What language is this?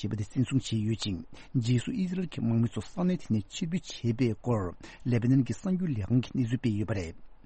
Tibetan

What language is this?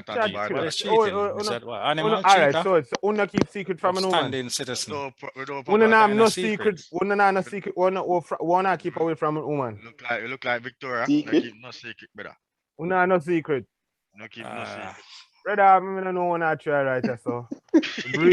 Jamaican Creole English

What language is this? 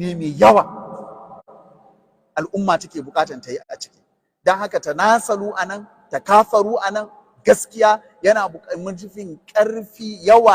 Hausa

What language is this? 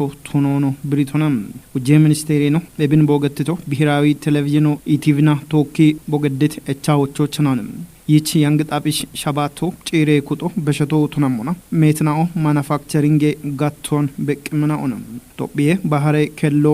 Kafa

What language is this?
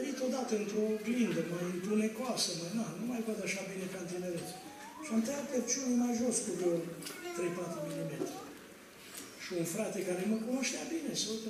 Romanian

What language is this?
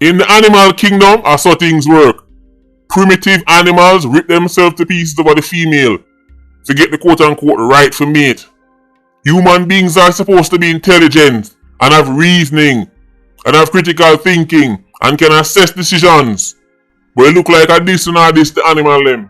Jamaican Creole English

